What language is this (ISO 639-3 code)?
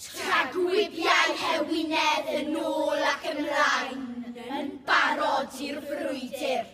cym